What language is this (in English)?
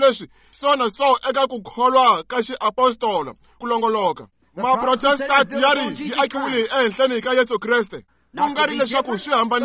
Tsonga